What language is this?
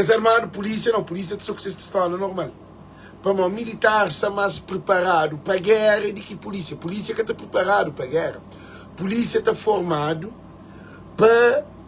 Kabuverdianu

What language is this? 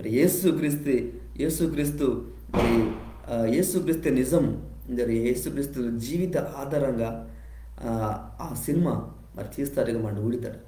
Koya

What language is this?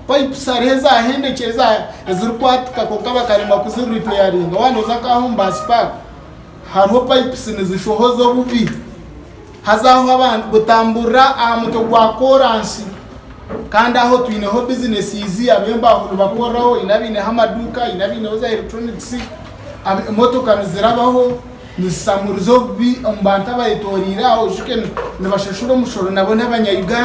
Nyankole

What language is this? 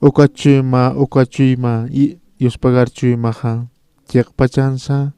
Aymara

